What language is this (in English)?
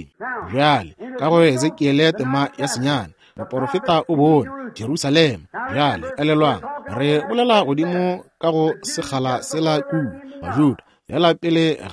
Northern Sotho